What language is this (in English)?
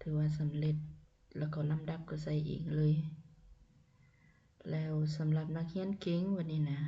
Lao